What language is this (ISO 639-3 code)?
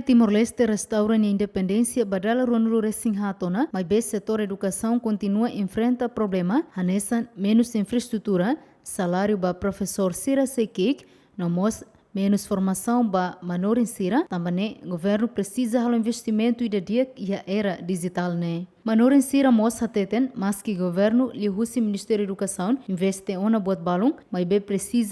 tet